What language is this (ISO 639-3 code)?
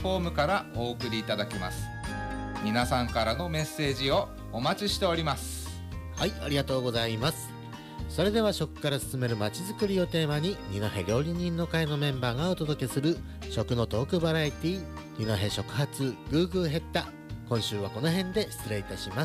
jpn